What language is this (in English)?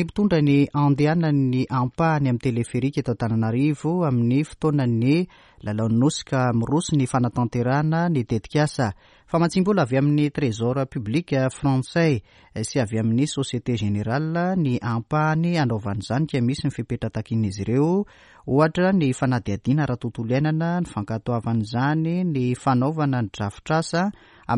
Malagasy